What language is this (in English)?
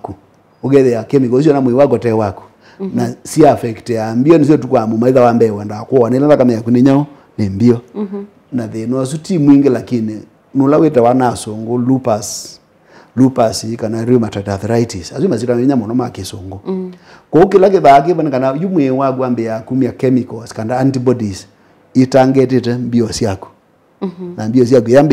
Kamba